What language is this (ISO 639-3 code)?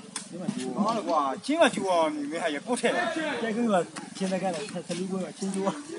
mya